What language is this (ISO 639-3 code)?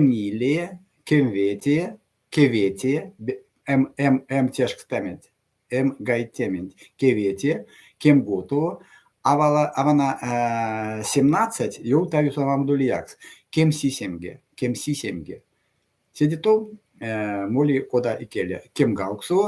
myv